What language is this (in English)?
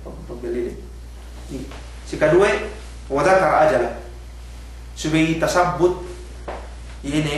Yakan